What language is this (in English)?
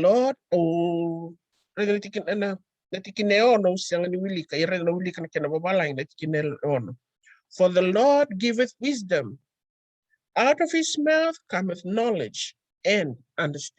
Fijian